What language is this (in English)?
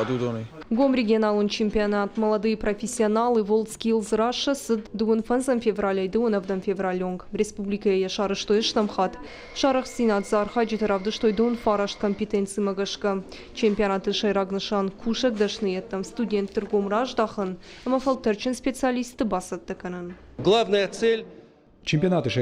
Ossetic